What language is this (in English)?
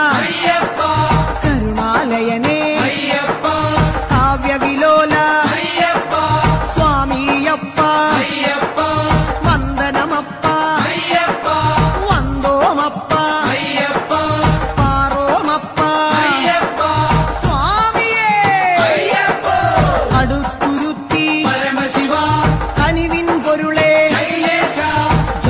Malayalam